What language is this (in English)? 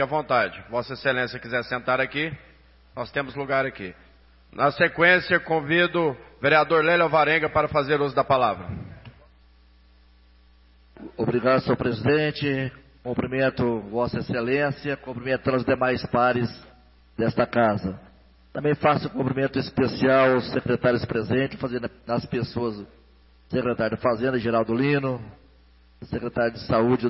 Portuguese